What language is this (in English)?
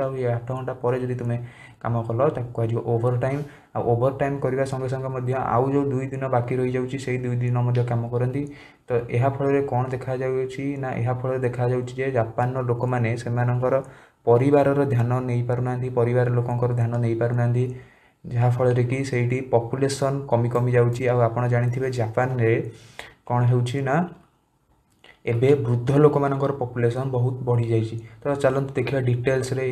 Odia